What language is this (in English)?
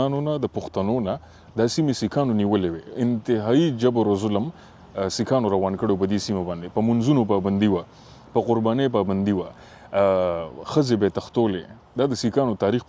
Pashto